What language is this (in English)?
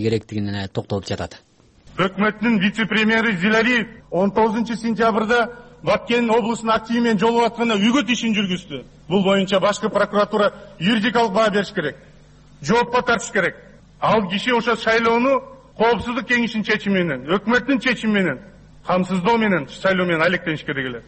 Kyrgyz